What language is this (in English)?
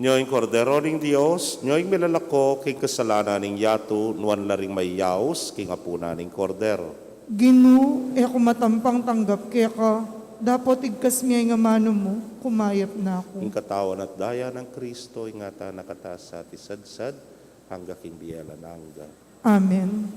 Pampanga